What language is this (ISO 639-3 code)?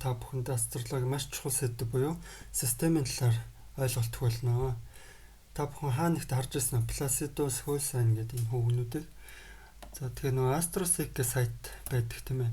mon